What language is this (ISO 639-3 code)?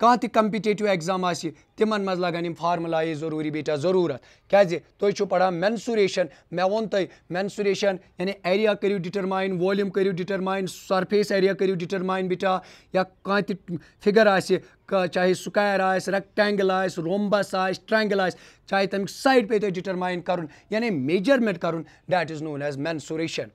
kas